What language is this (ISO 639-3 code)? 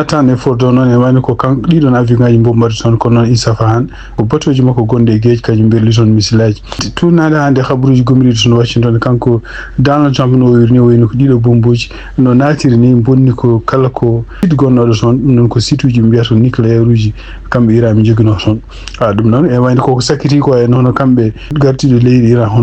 ful